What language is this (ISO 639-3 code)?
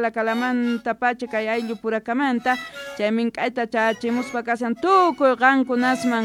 quh